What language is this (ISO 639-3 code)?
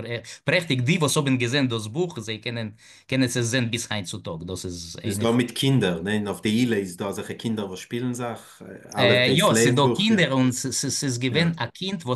yid